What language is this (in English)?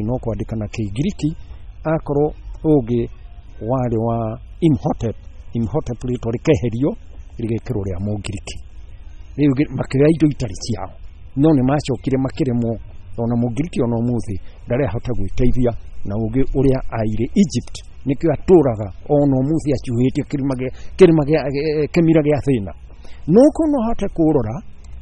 Kikuyu